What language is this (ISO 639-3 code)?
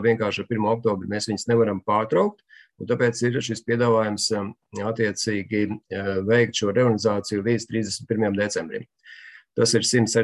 lav